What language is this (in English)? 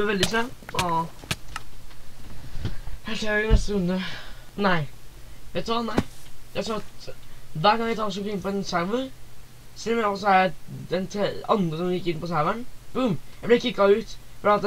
Norwegian